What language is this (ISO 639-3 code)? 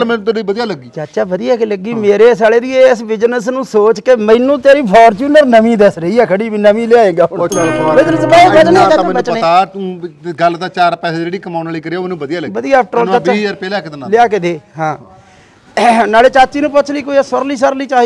pan